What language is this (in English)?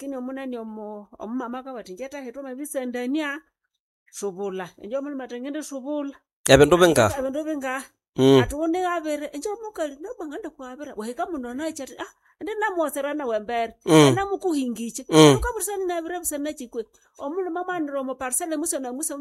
Nande